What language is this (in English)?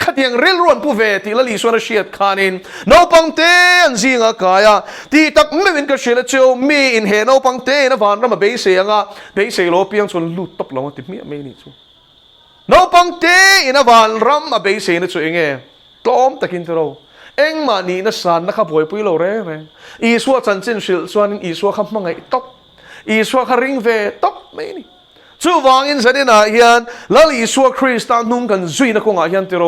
Mizo